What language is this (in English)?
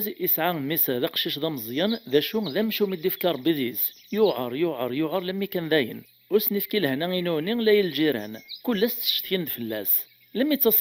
Kabyle